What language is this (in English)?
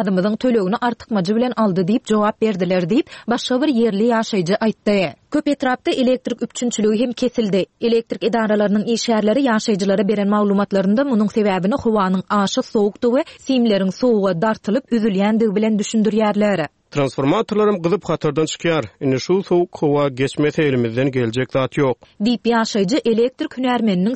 Turkmen